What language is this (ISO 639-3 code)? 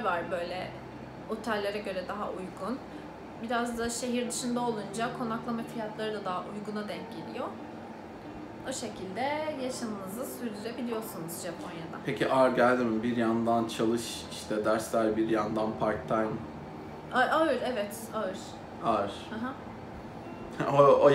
tur